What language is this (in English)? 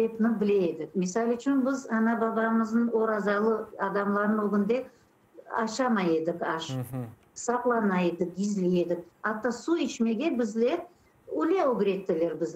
Crimean Tatar